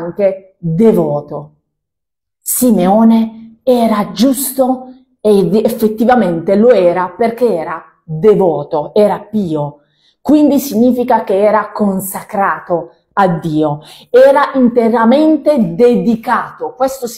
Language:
Italian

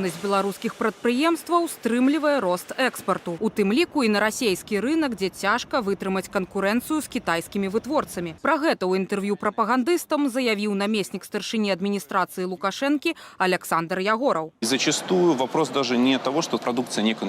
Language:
Belarusian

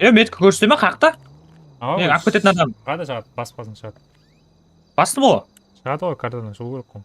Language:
Kara-Kalpak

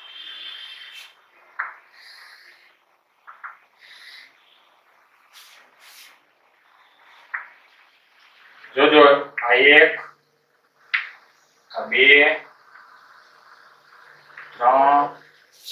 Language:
Gujarati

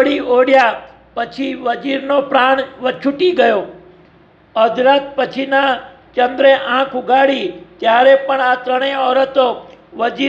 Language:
Gujarati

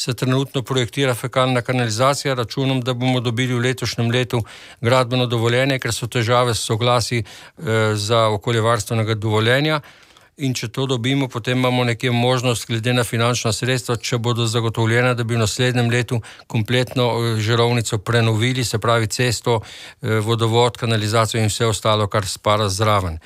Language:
Slovenian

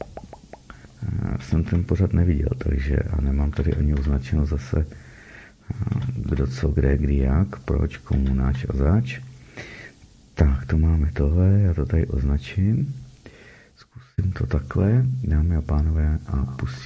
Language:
Czech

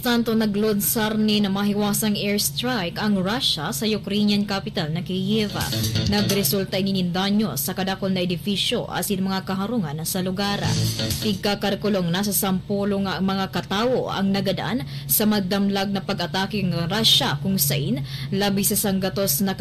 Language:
Bikol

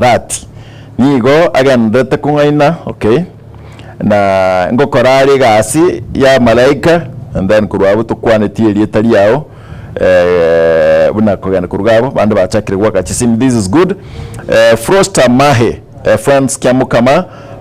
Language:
Gusii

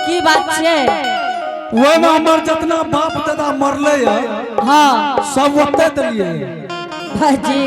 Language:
Angika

